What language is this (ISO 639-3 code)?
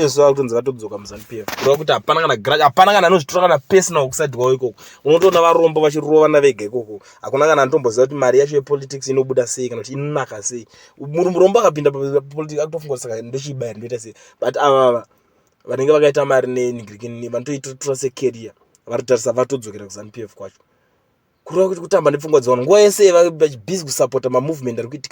sna